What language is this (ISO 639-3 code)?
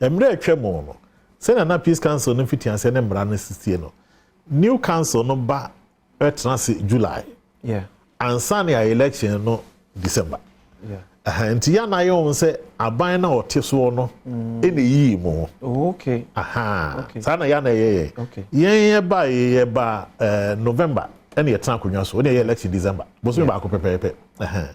aka